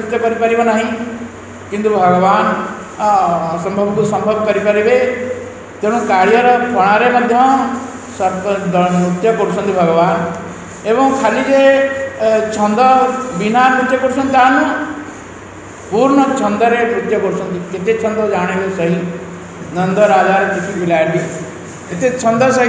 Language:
Odia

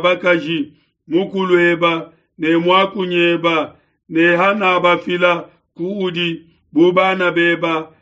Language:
Luba-Lulua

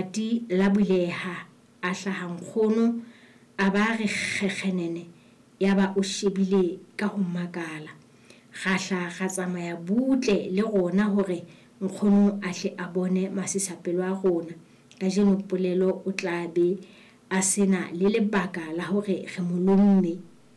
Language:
Southern Sotho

